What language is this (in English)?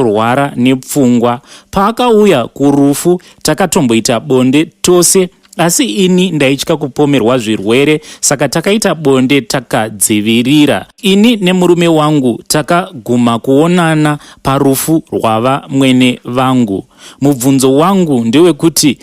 Shona